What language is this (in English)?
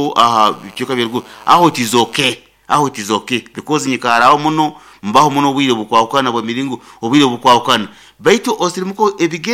Nyoro